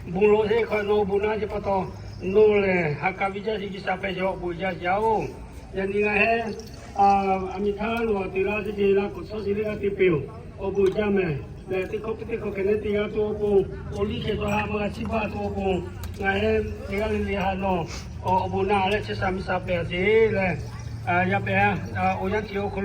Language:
Lahu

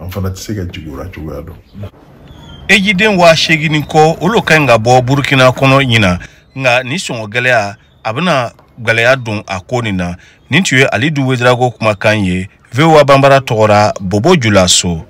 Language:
Bambara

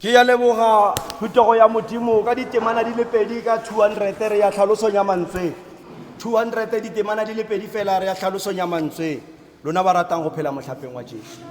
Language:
Tswana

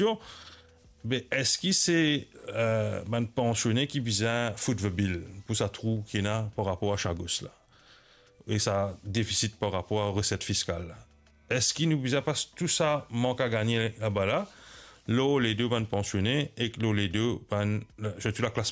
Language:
Morisyen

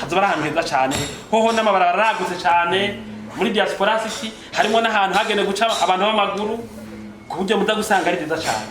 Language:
Rundi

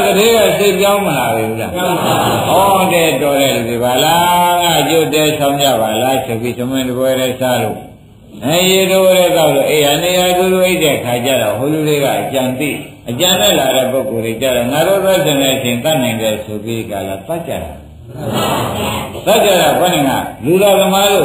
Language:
Burmese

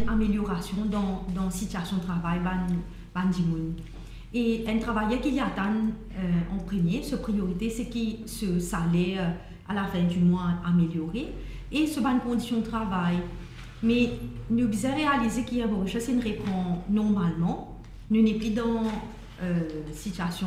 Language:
Morisyen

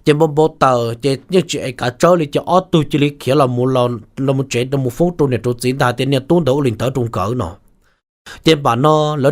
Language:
Hmong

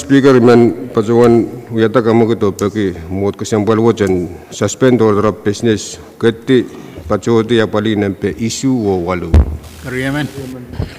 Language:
Pohnpeian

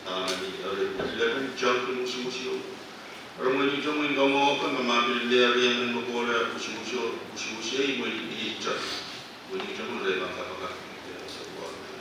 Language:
Pohnpeian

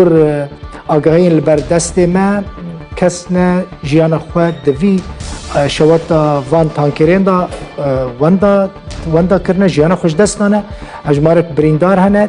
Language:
Kurdish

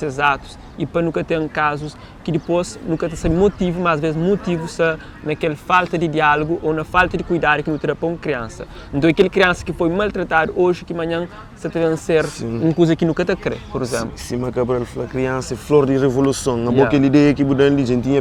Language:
Kabuverdianu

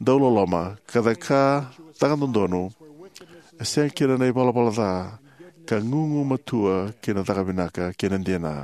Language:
Fijian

